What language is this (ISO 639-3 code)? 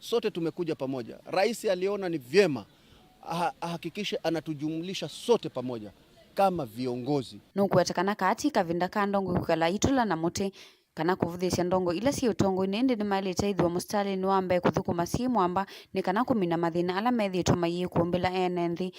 kam